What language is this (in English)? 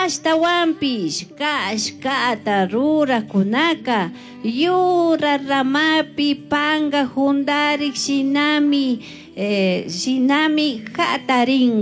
Chimborazo Highland Quichua